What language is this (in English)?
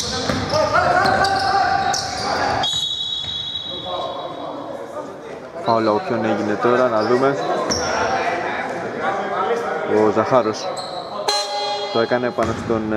Greek